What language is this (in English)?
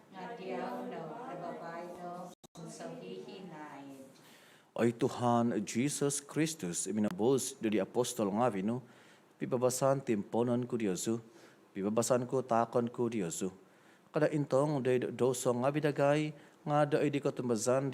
Central Dusun